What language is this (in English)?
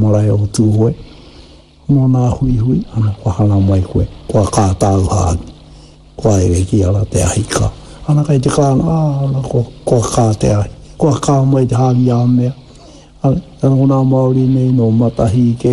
Māori